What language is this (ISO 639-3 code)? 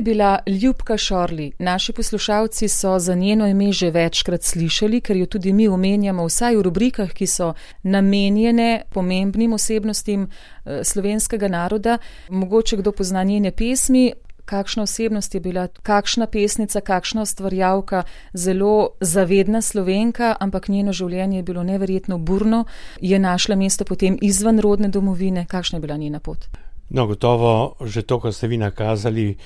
slv